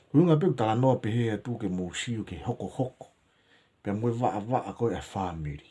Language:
Tongan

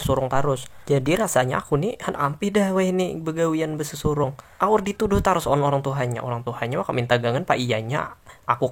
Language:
Banjar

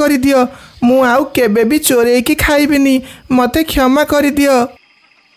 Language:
Odia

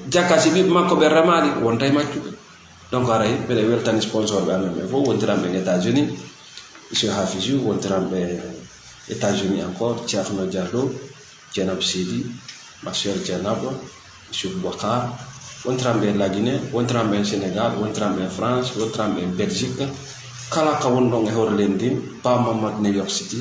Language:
Fula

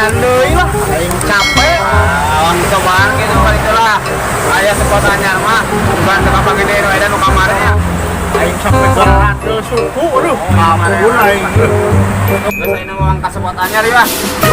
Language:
Sundanese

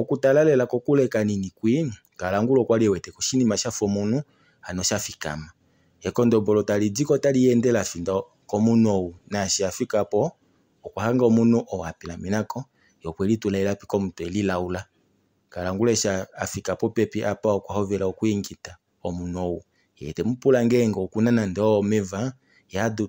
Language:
Kuanyama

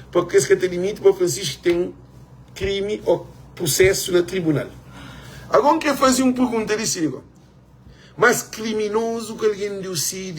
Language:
Kabuverdianu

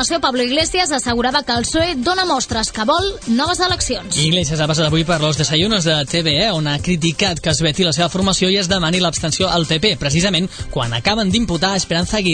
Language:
Catalan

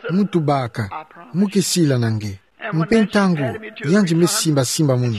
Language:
Kituba (Democratic Republic of Congo)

